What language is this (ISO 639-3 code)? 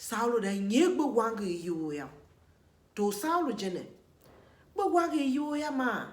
tiv